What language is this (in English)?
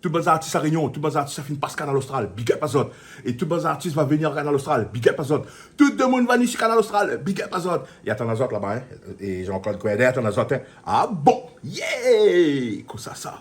Réunion Creole French